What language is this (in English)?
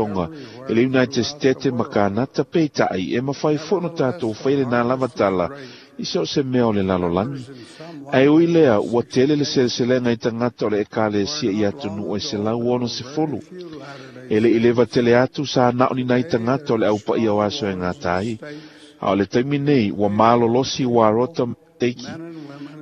Samoan